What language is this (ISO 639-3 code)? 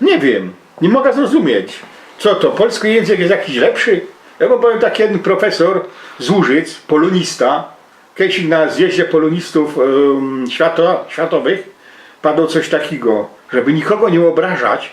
szl